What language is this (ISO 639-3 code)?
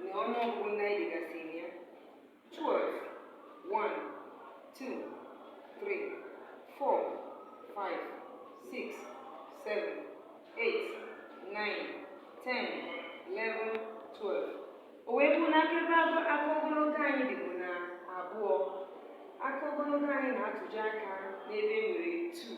ibo